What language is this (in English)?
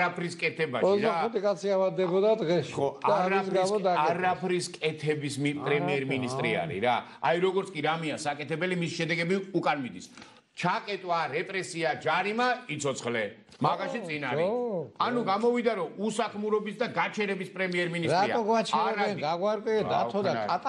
Georgian